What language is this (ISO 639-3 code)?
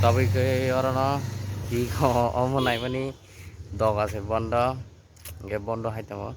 trp